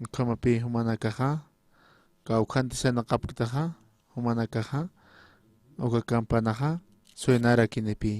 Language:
Aymara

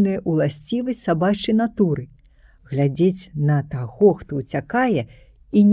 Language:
Belarusian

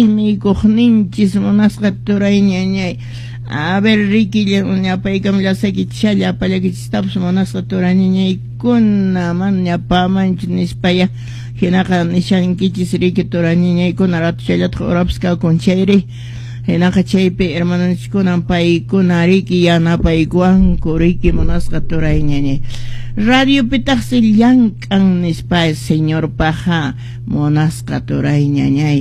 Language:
Quechua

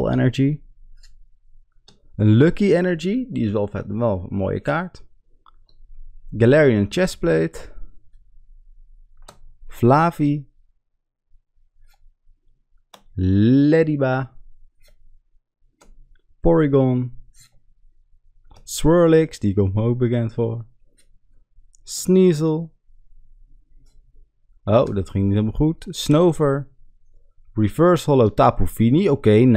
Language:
Dutch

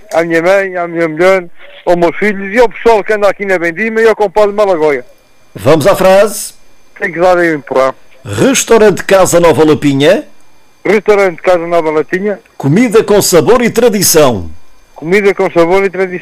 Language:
Portuguese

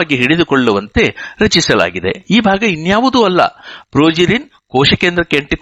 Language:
Kannada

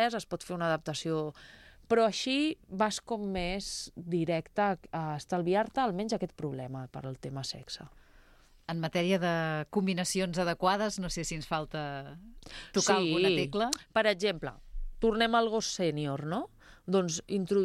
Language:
Catalan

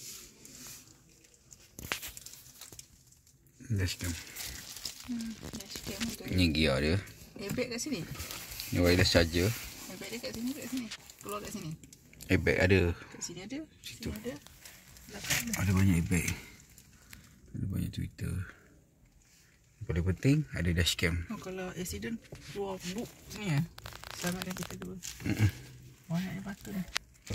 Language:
Malay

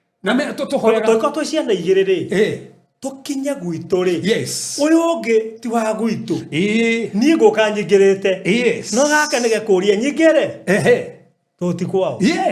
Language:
Kikuyu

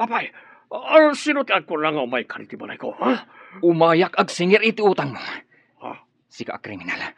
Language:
Iloko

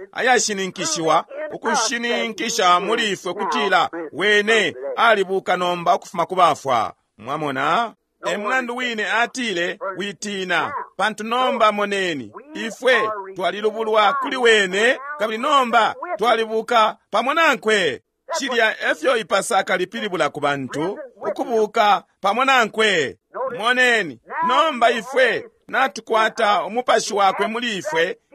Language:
Bemba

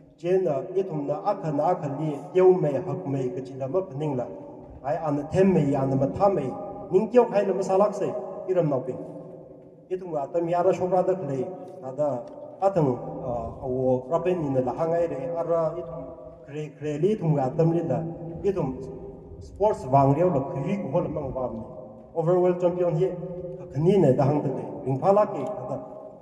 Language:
Tangkhul Naga (India)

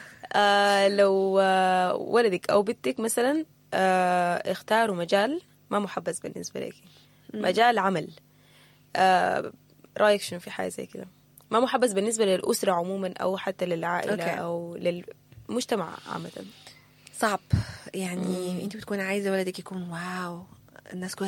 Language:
Sudanese Arabic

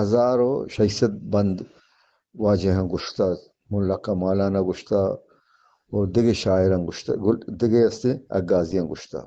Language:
Eastern Balochi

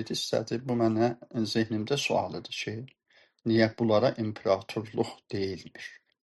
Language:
South Azerbaijani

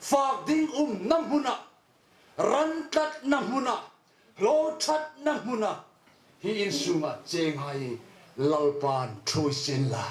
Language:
Hmar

